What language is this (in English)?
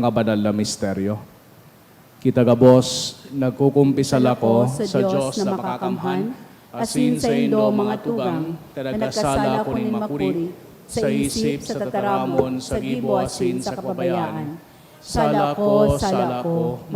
Bikol